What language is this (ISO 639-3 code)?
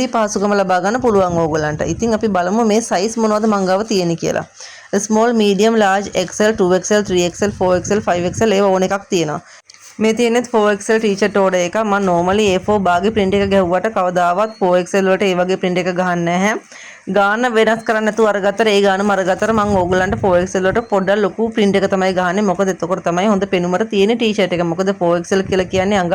sin